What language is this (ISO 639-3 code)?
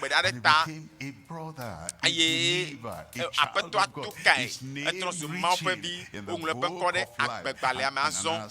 ewe